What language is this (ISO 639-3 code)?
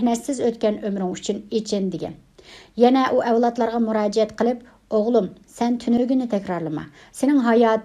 uig